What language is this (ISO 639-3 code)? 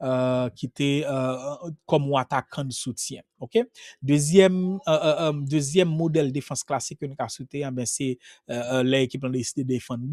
hat